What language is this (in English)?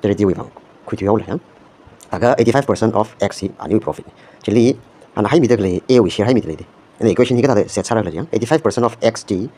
Tangkhul Naga (India)